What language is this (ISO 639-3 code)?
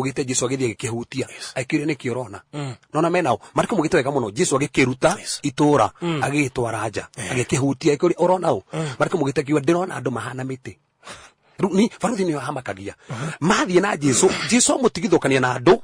kik